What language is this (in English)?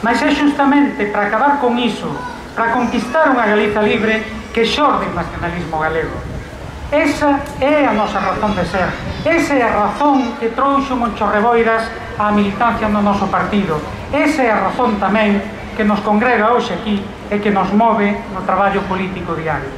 Galician